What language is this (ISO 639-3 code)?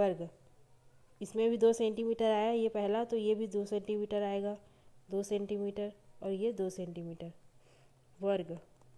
hin